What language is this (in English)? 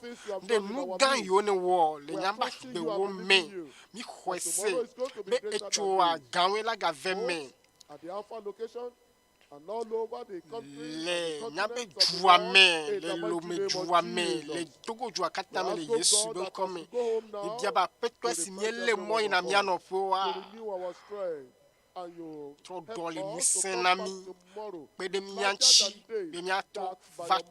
Ewe